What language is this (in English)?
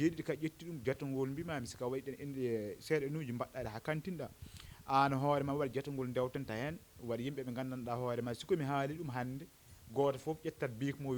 Fula